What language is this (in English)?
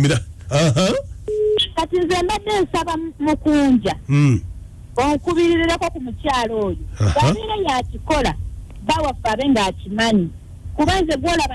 Ganda